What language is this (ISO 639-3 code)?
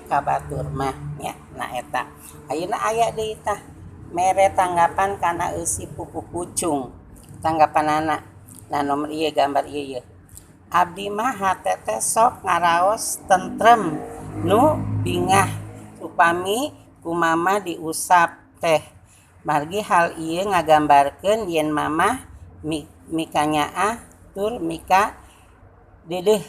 sun